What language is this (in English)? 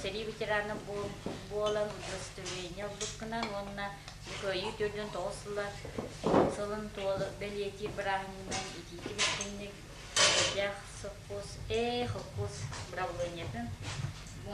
Yakut